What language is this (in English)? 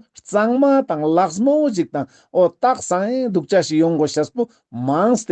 Ladakhi